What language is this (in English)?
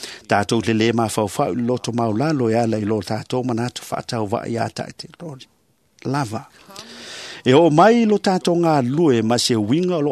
Samoan